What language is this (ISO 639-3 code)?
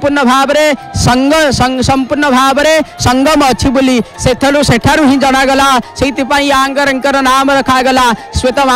ori